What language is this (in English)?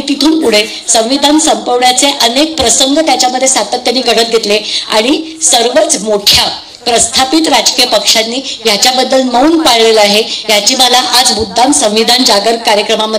Marathi